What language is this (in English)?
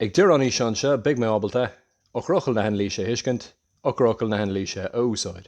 Irish